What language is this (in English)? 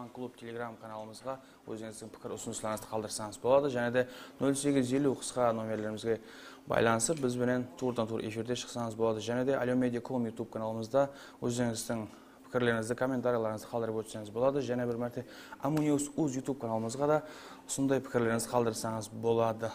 Kara-Kalpak